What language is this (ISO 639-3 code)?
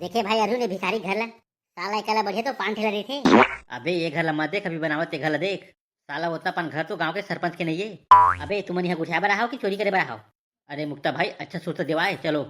hne